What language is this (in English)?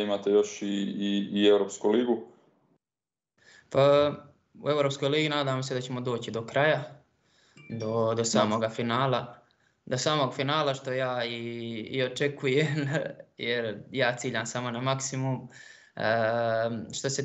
Croatian